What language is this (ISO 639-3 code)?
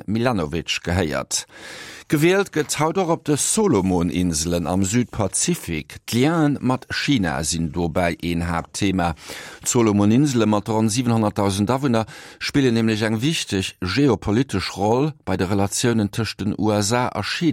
ltz